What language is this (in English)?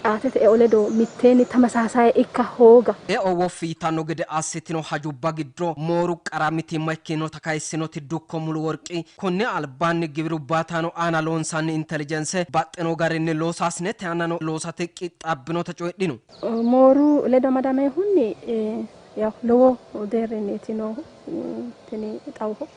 Sidamo